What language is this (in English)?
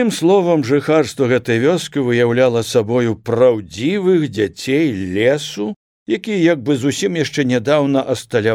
Belarusian